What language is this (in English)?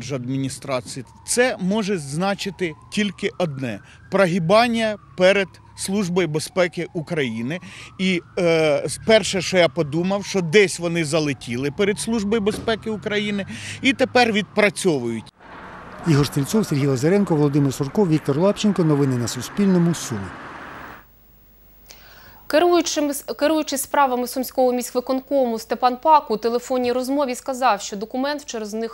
Ukrainian